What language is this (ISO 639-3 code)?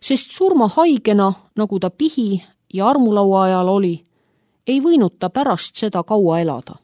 est